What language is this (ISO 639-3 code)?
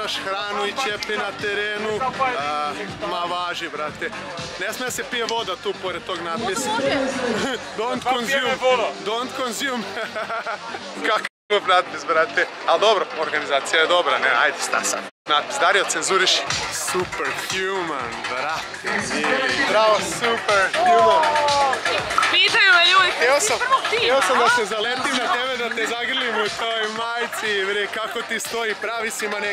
srp